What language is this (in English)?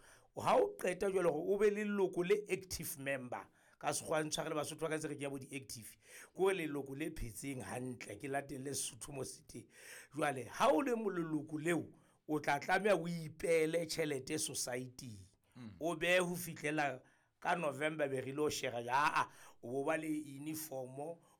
Southern Sotho